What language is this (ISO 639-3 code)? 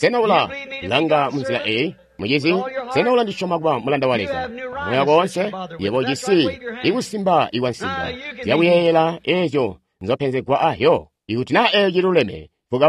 toi